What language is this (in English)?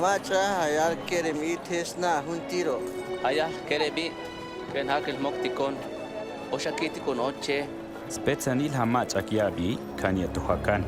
Tojolabal